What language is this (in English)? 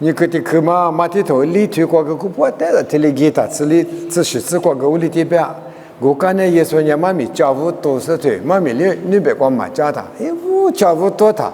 Lisu